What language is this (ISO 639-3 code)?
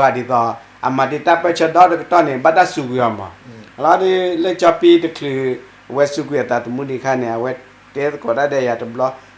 ksw